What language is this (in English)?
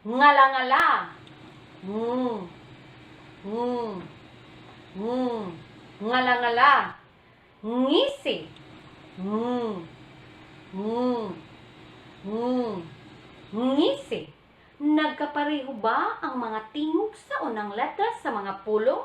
Cebuano